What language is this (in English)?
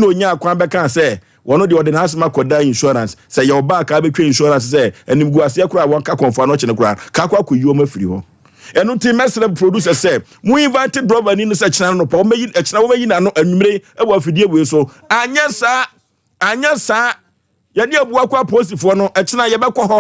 Akan